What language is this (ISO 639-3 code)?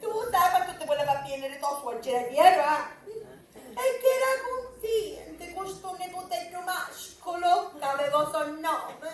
scn